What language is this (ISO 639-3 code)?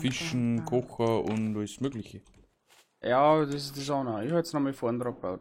bar